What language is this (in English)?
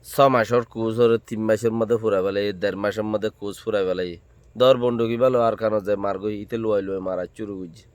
Rohingya